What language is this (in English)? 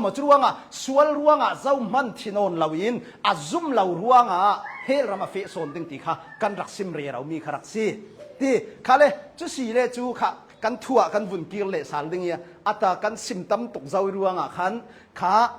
Hakha Chin